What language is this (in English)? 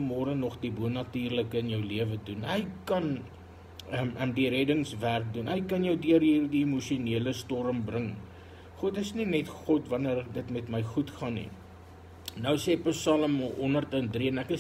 Afrikaans